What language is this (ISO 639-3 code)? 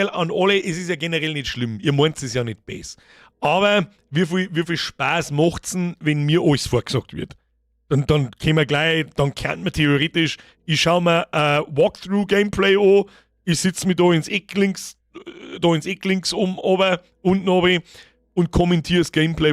bar